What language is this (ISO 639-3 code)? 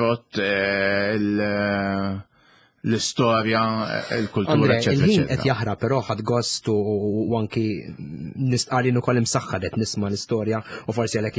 mlt